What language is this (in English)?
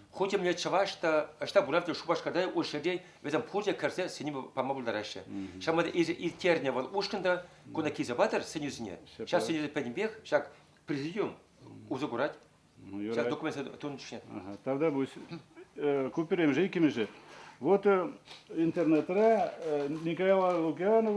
Chuvash